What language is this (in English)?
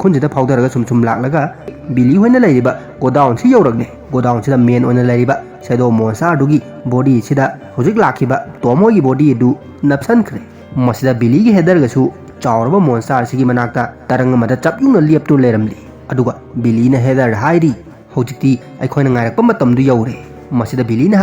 Manipuri